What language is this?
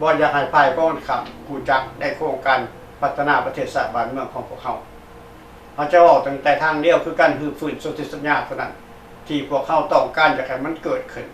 Lao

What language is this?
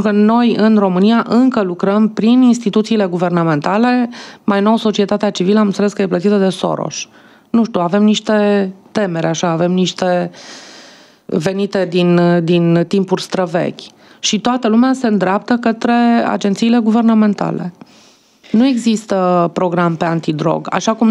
Romanian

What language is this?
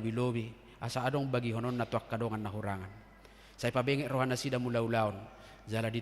Batak Toba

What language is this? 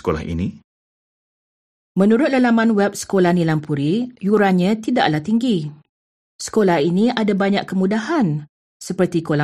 Malay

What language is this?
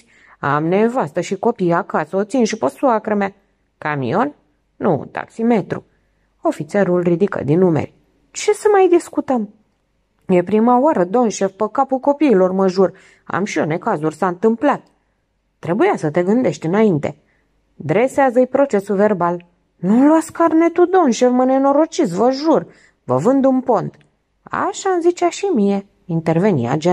Romanian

